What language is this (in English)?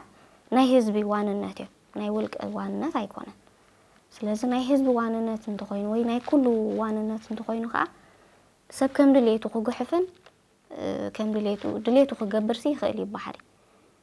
Tigrinya